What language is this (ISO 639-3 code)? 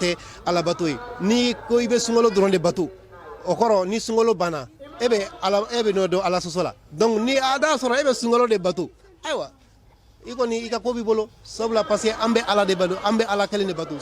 bam